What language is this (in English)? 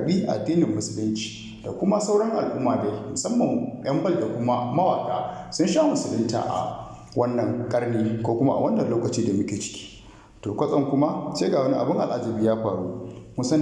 Hausa